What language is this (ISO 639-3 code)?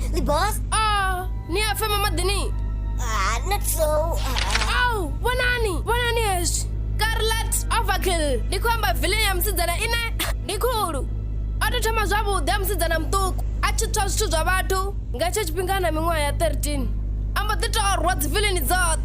ven